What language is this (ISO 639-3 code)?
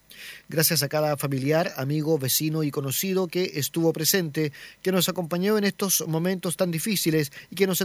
spa